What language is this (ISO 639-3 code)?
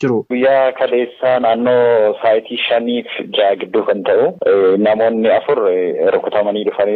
orm